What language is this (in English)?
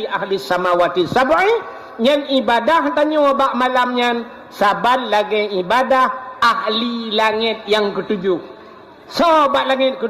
Achinese